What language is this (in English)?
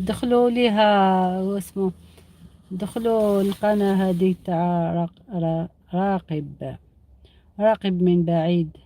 Algerian Arabic